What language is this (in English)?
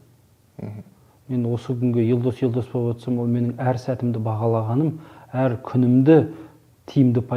Kazakh